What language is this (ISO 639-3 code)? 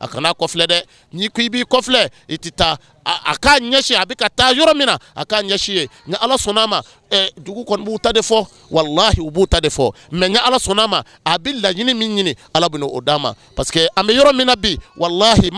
bam